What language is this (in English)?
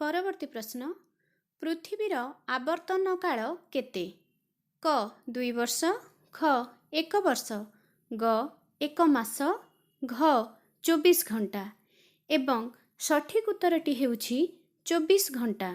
Odia